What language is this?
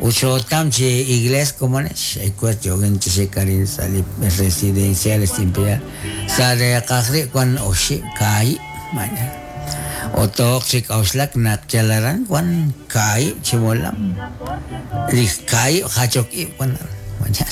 Kekchí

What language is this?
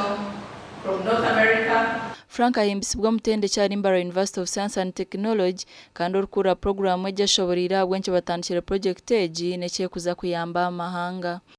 Nyankole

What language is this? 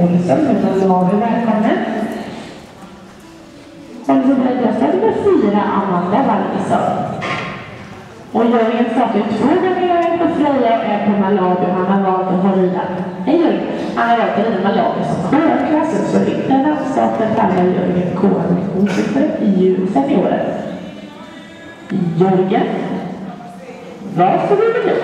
Swedish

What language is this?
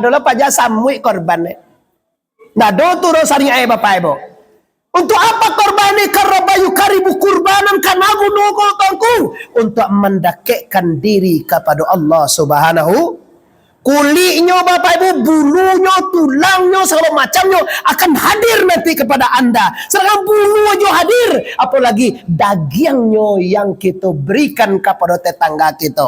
Minangkabau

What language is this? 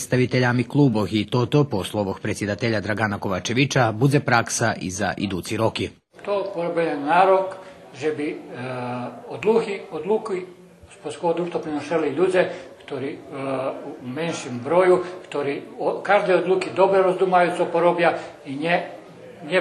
Rusyn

